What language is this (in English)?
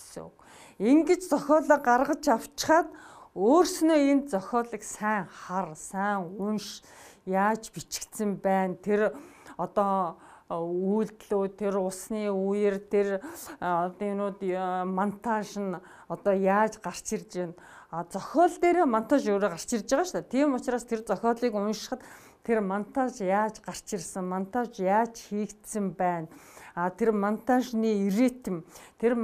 Mongolian